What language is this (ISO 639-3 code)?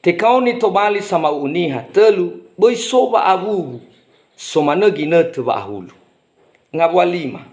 nia